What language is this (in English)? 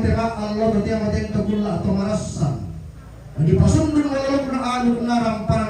Toraja-Sa'dan